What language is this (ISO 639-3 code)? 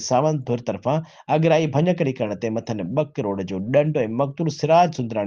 snd